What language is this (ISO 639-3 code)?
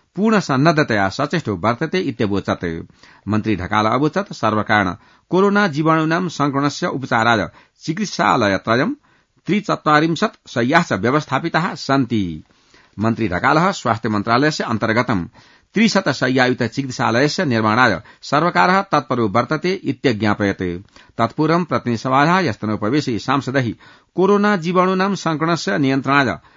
san